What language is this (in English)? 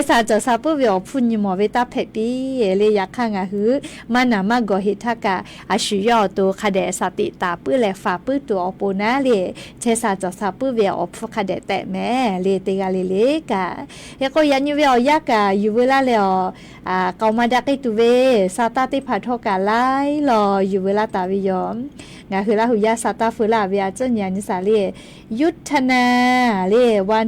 Lahu